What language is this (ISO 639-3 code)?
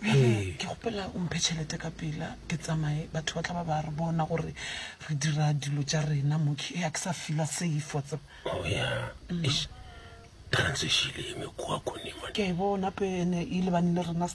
nso